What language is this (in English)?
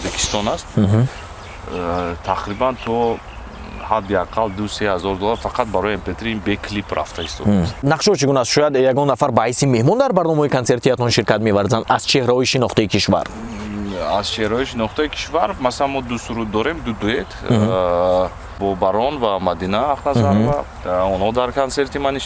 Tajik